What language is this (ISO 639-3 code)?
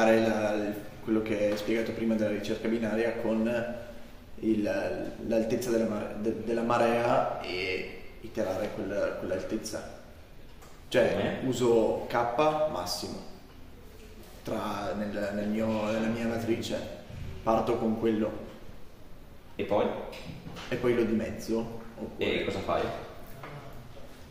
ita